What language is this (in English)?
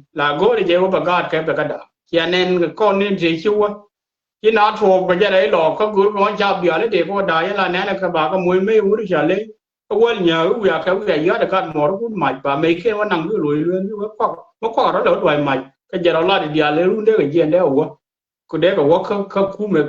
Nuer